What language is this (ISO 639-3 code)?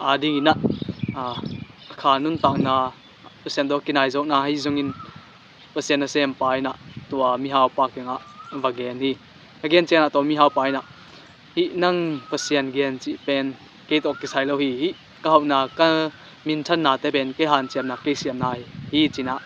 ctd